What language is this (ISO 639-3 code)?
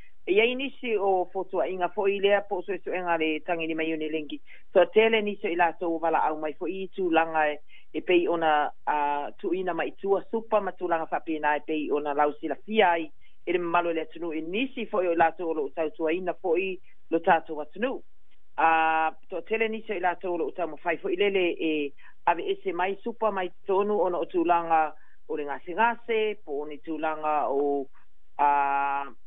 smo